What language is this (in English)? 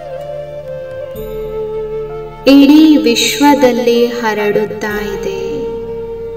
Kannada